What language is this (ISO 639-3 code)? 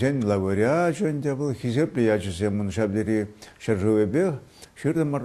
chv